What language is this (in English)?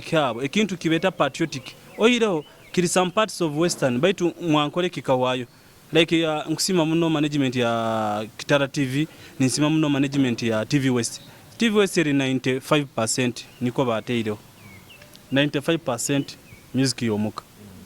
Nyoro